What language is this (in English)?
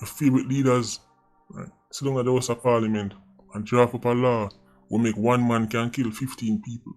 Jamaican Creole English